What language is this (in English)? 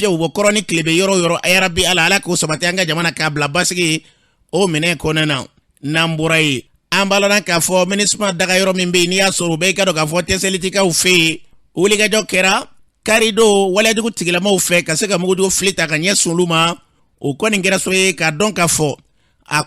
Bambara